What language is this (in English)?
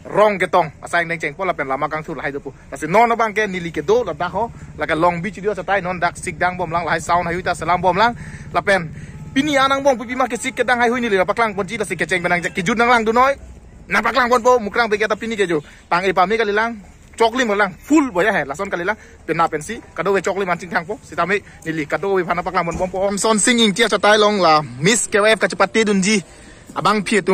Karbi